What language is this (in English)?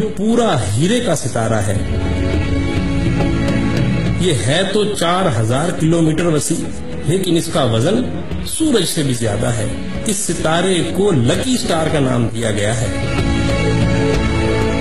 Urdu